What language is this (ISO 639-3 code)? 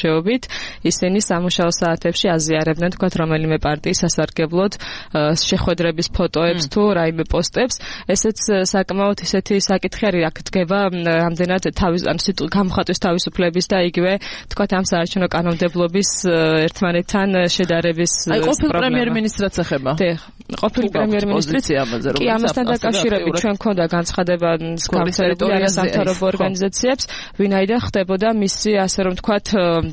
kat